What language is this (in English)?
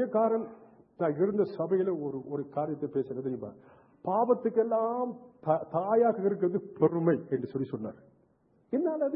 Tamil